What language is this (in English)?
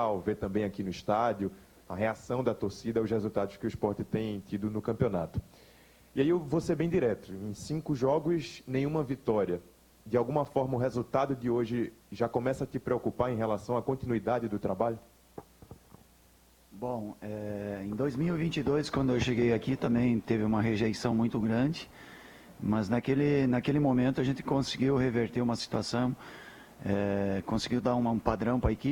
Portuguese